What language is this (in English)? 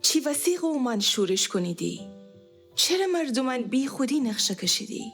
Gilaki